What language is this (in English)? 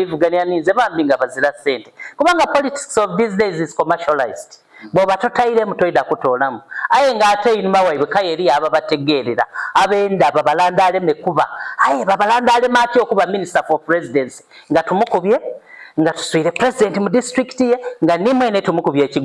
Soga